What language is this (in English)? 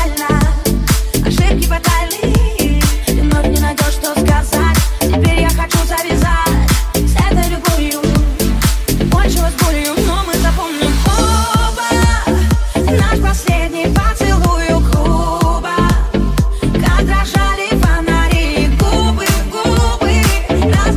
Russian